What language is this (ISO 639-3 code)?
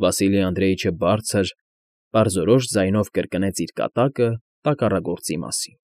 hye